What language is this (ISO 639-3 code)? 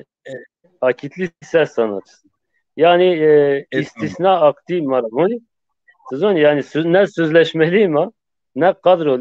zza